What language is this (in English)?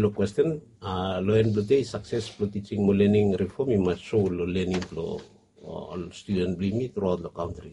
Bislama